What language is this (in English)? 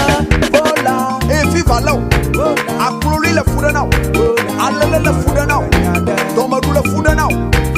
Ewe